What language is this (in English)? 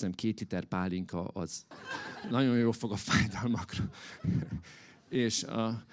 Hungarian